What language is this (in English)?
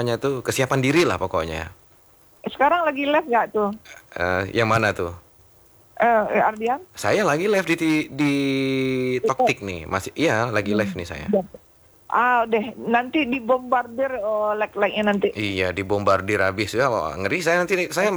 Indonesian